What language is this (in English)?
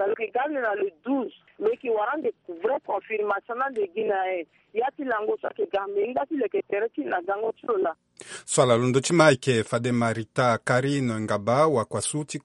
Sango